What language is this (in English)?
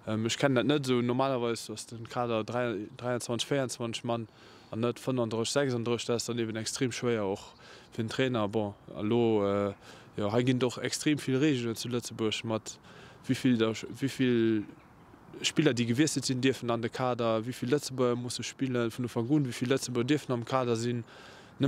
Luxembourgish